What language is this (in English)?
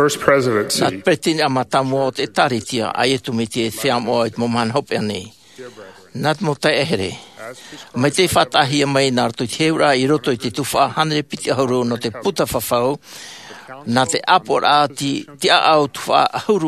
Tahitian